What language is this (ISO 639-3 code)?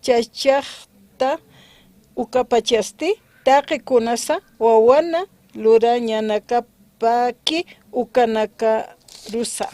aym